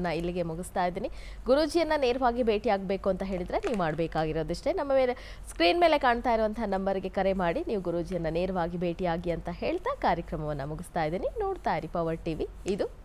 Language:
Kannada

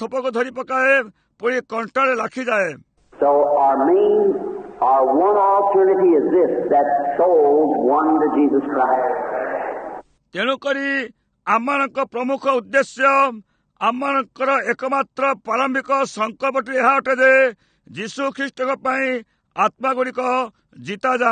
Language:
Odia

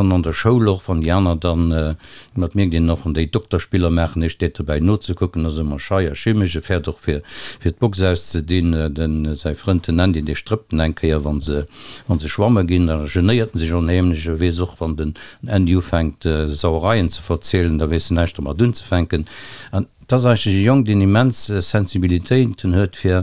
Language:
Luxembourgish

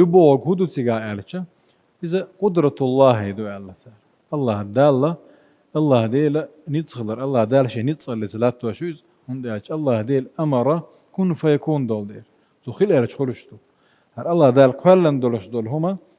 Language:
Chechen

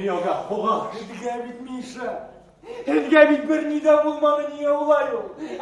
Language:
Bashkir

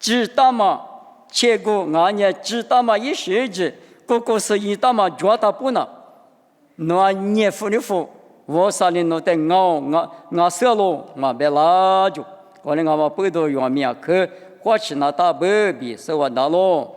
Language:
Lisu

